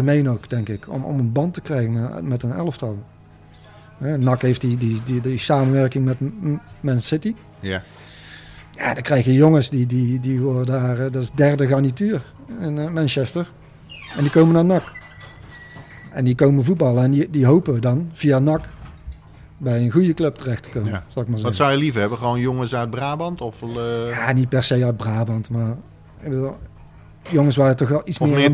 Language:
Dutch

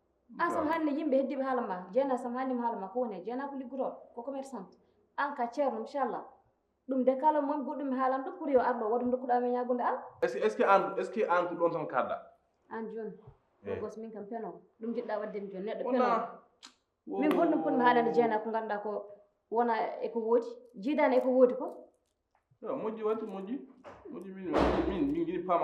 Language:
Fula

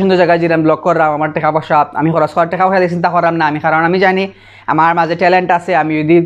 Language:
Sylheti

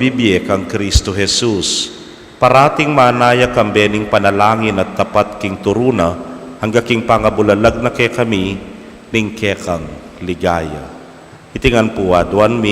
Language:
Pampanga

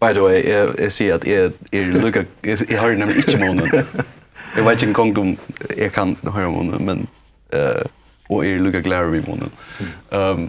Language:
Faroese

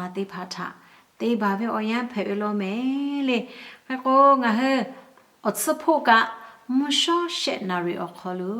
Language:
Lahu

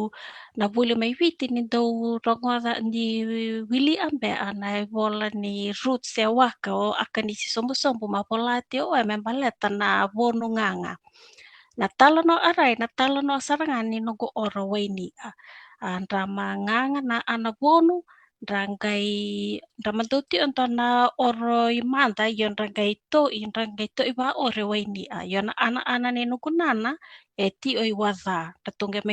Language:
Fijian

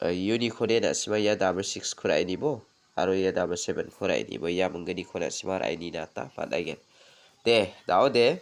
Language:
Garo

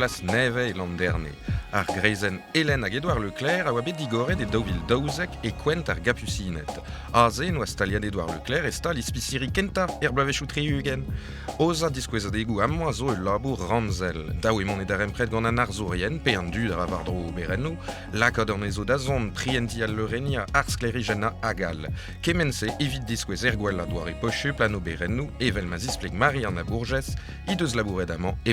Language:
Breton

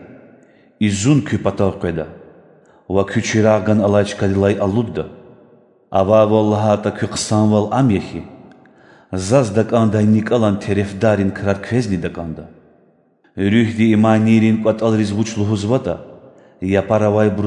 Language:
Lezghian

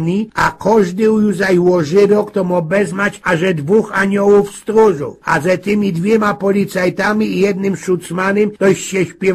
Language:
Silesian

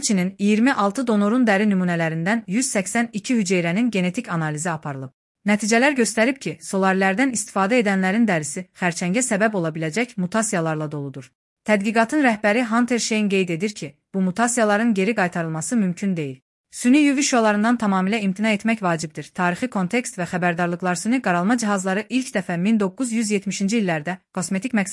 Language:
Azerbaijani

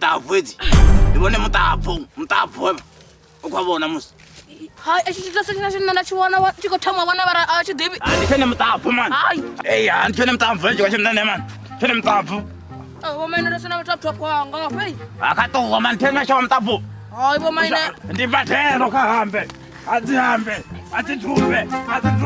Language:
Venda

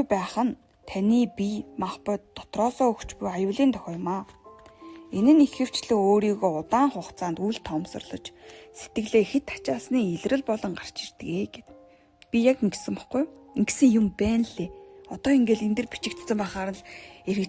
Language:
Mongolian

